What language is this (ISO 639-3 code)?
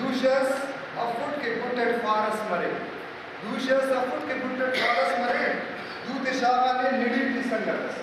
brh